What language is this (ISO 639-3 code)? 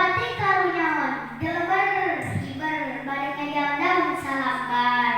sun